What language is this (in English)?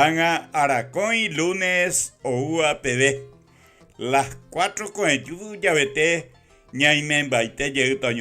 Guarani